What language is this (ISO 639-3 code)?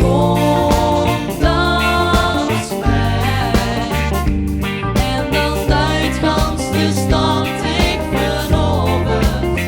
lim